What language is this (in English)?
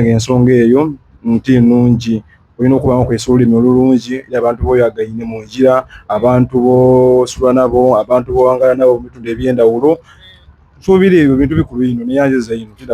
Soga